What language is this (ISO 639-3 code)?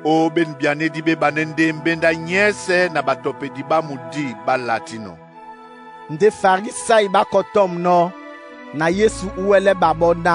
dua